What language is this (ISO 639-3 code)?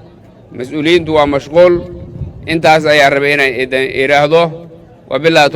som